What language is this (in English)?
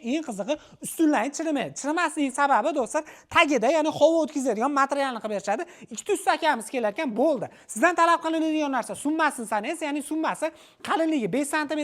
Uzbek